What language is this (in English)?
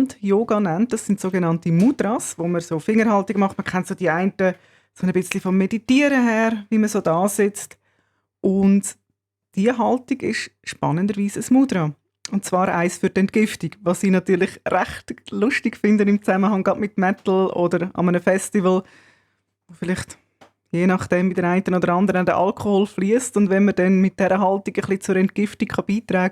Swiss German